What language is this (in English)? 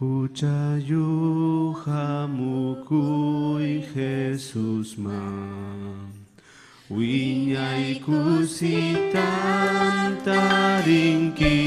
Ayacucho Quechua